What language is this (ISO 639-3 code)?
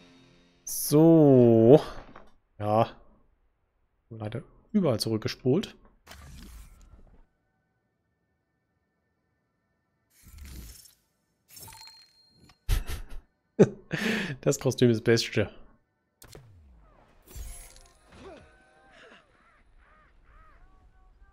deu